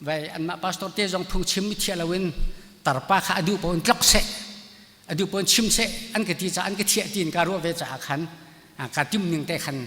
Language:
Hakha Chin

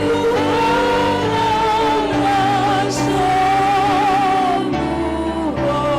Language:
Batak Simalungun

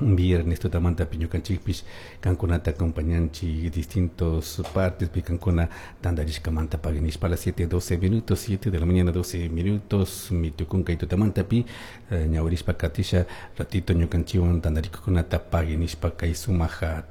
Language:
Chimborazo Highland Quichua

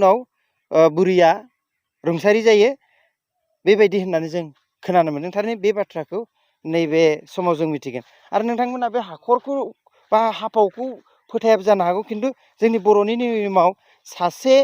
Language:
Bodo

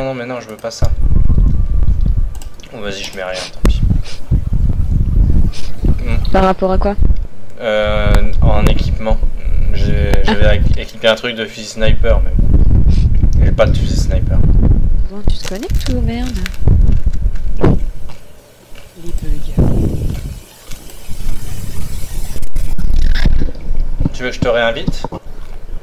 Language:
French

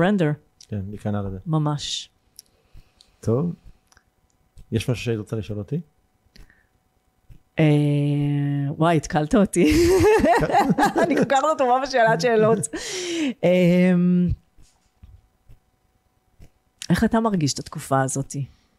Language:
Hebrew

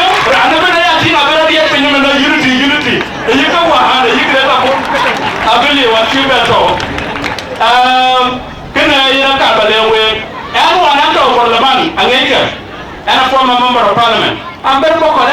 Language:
Dinka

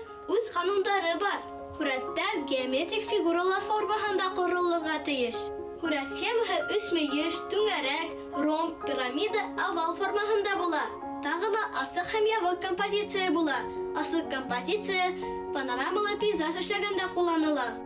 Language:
Bashkir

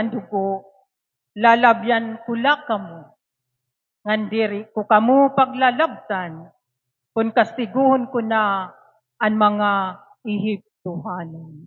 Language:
Waray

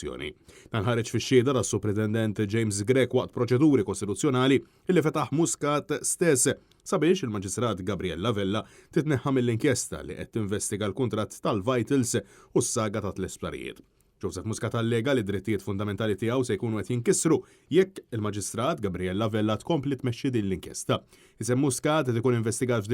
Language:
Maltese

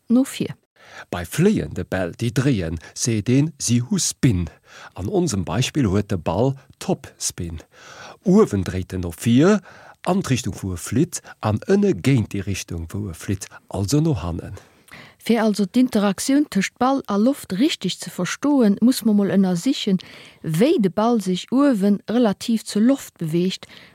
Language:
Luxembourgish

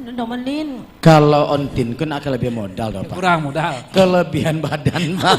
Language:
Minangkabau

